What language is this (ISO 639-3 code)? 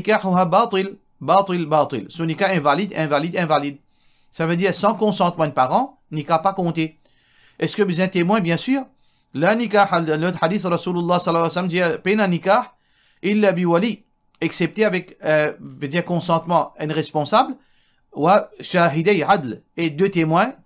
mfe